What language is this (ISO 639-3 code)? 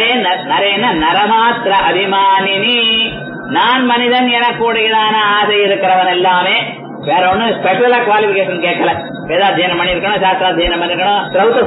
tam